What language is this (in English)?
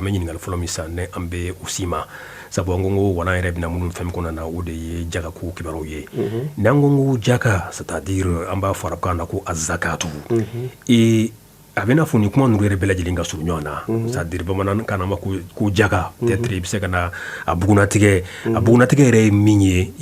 Bambara